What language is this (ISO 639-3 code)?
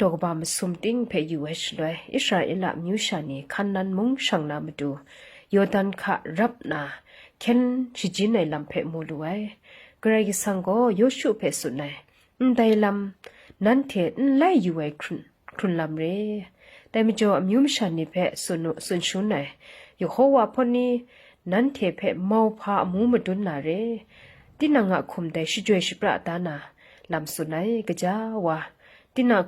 kac